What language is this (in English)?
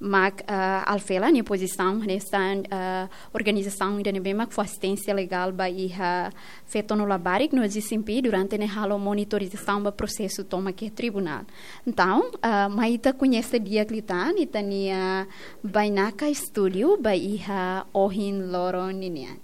Tetum